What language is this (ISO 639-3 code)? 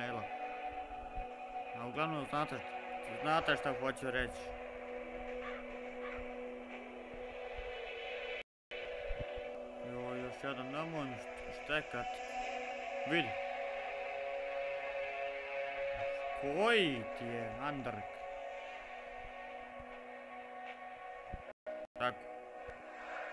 hrv